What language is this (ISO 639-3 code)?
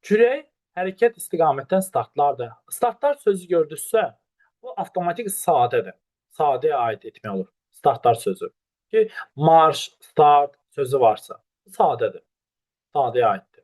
aze